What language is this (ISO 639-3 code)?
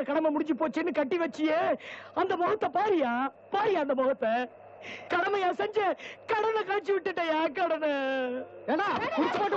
tam